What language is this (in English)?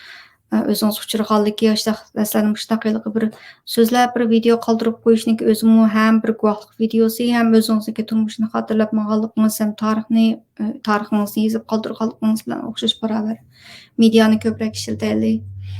Uyghur